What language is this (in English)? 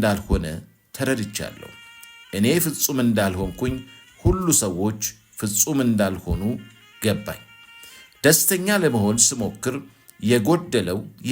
Amharic